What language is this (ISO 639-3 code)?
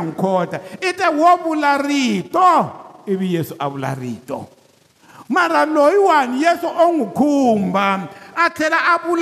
tso